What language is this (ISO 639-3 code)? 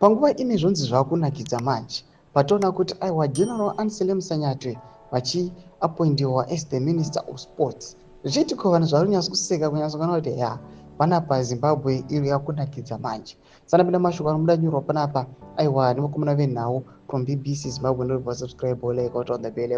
sna